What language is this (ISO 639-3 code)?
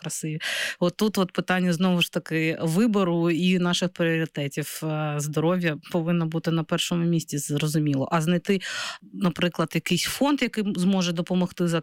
ukr